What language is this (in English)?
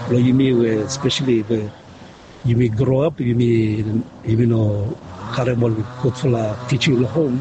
Bislama